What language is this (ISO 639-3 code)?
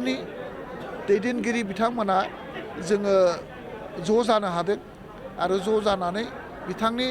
brx